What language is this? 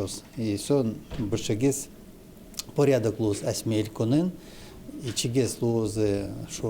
Udmurt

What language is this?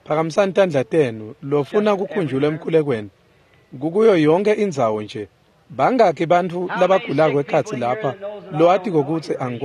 Swati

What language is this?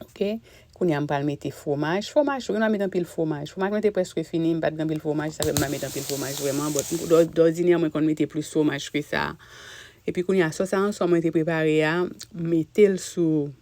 Haitian Creole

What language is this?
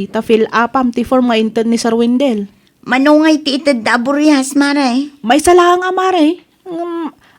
Iloko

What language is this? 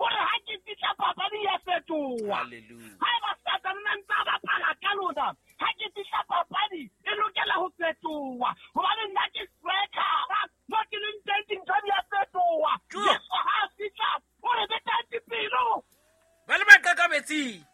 Southern Sotho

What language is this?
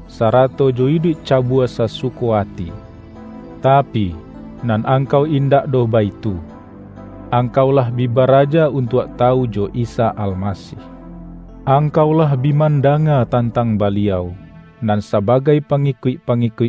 Minangkabau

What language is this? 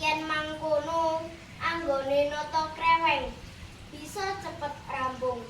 Javanese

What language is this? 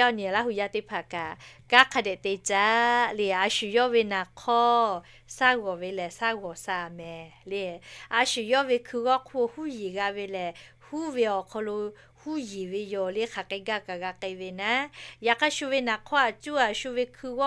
Lahu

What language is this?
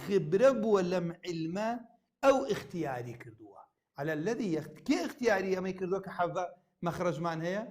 Central Kurdish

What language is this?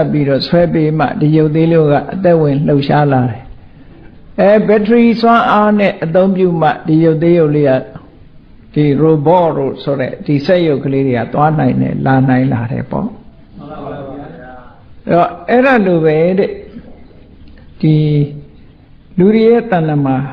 Burmese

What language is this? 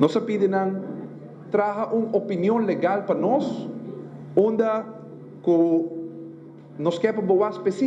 Papiamento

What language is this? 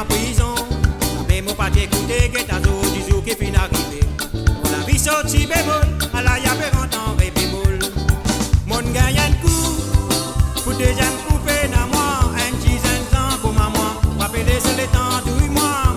Morisyen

